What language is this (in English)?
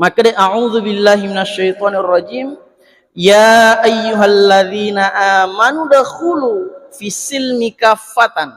Buginese